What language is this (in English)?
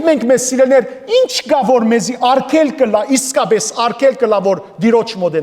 Western Armenian